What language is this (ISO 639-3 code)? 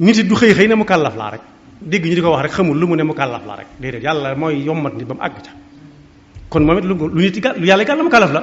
wol